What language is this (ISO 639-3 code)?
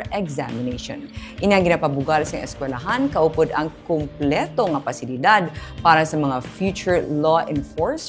hil